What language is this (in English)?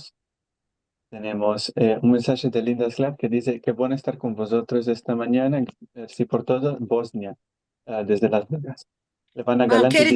Ladino